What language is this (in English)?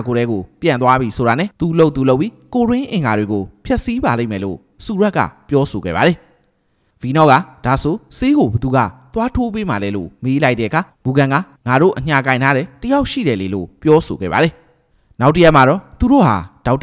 Burmese